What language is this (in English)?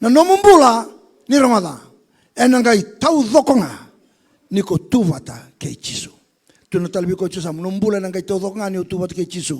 Fijian